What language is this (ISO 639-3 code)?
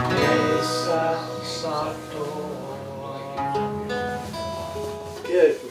fin